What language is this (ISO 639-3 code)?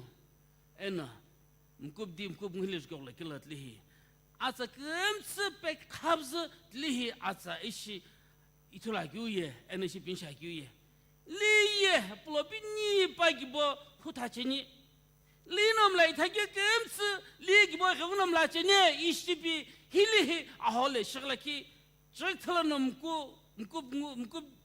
nsm